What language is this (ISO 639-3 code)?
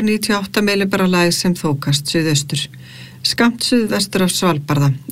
isl